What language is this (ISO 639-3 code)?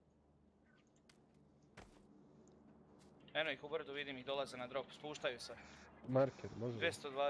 hrv